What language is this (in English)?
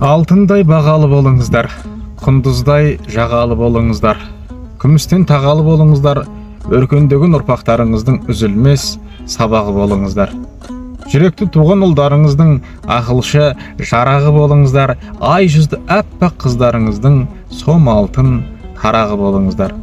Kazakh